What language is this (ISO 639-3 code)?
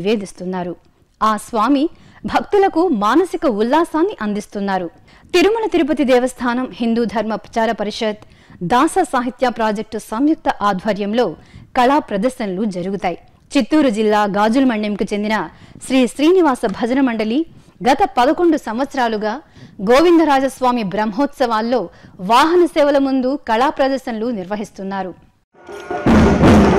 tel